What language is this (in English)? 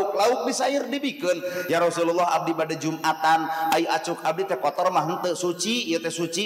Sundanese